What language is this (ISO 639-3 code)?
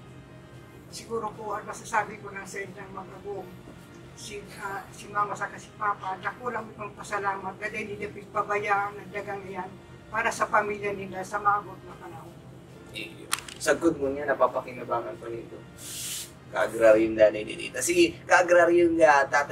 bik